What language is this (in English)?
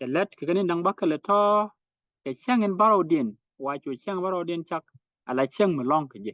Nuer